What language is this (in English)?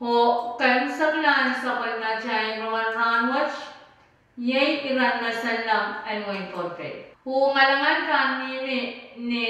Pohnpeian